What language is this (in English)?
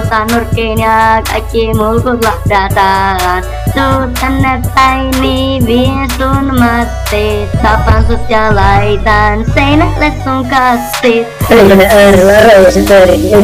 Finnish